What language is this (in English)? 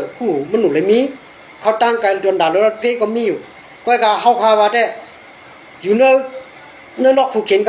Shan